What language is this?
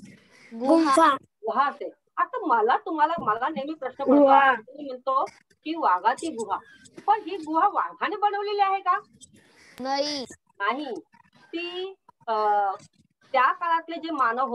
Marathi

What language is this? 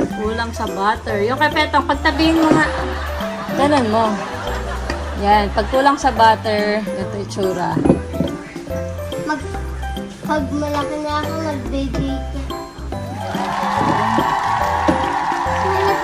Filipino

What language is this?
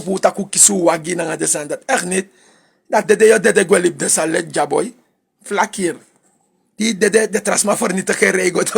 Sranan Tongo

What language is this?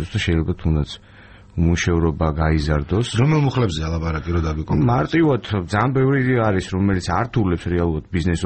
Georgian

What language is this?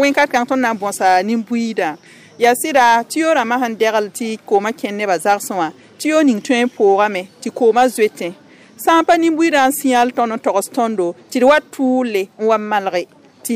Mossi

